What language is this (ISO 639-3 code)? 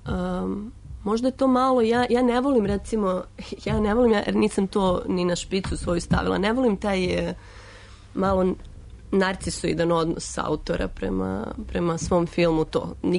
srp